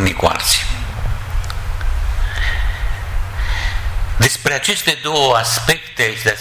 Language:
Romanian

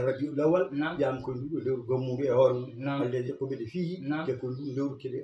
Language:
Fula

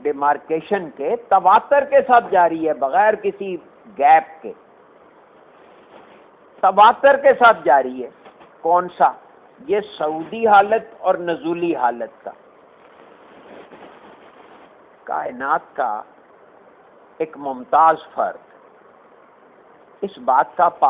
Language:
Urdu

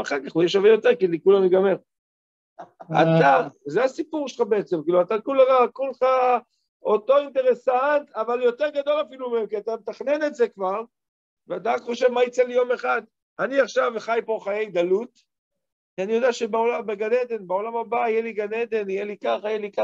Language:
Hebrew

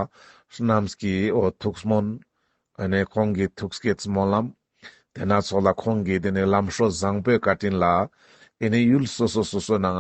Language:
Ladakhi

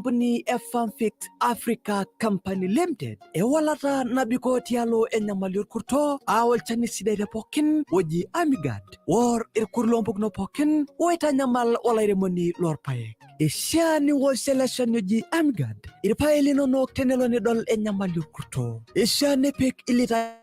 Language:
Masai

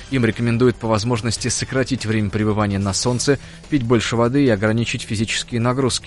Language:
Russian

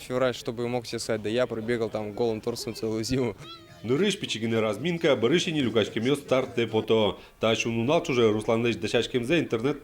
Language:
Udmurt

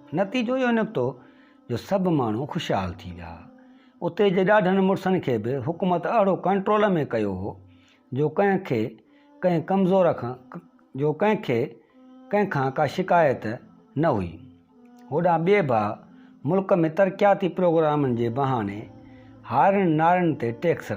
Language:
Sindhi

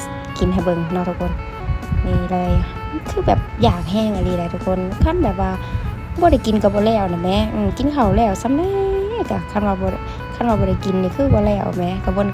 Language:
Lao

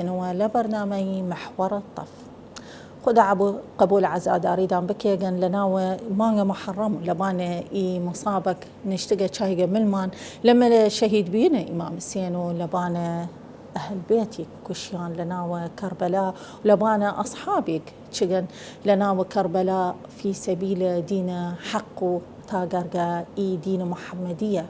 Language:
Southern Kurdish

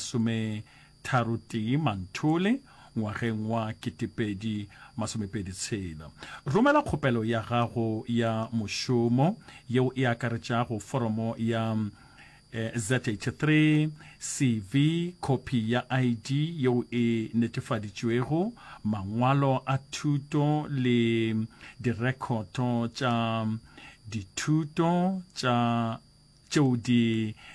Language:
Northern Sotho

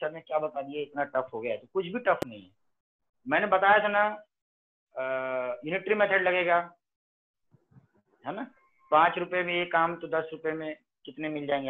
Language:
Hindi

